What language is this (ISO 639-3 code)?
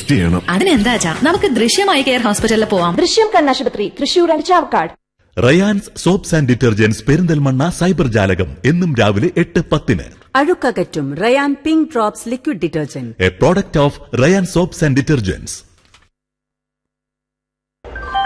mal